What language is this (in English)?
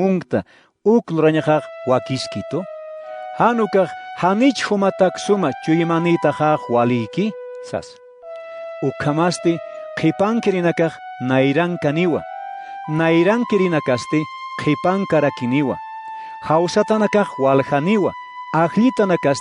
Aymara